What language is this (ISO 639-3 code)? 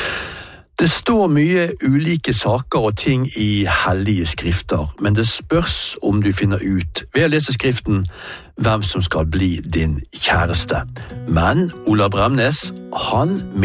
nor